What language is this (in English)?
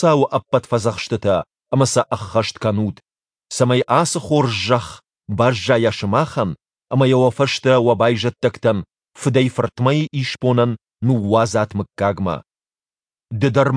Ossetic